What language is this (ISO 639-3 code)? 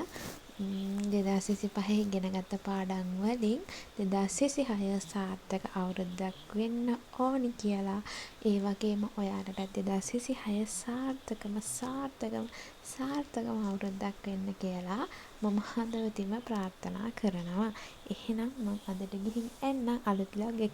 sin